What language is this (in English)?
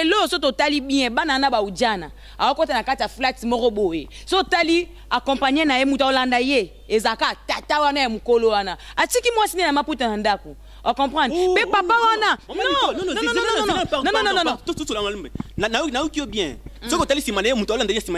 Lingala